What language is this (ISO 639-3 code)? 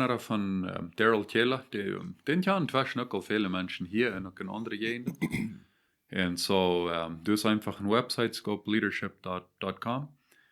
pdt